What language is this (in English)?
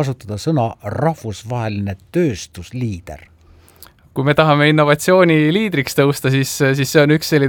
Estonian